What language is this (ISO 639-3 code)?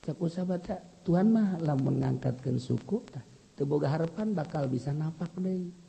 sun